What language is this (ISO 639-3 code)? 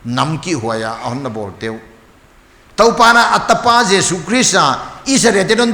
pck